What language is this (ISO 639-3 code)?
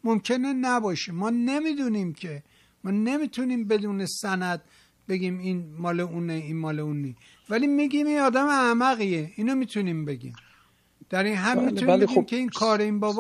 fas